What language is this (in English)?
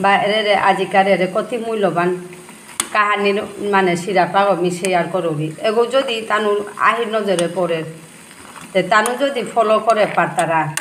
Bishnupriya